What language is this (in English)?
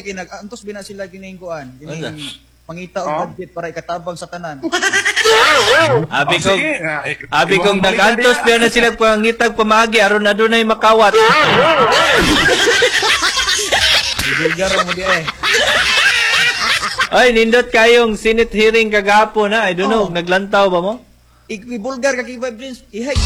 Cebuano